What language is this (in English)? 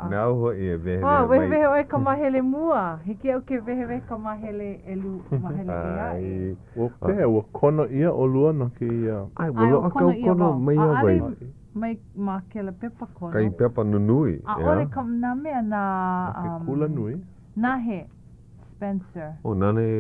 Hawaiian